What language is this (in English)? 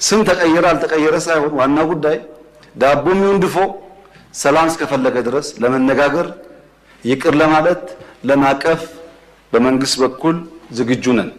Amharic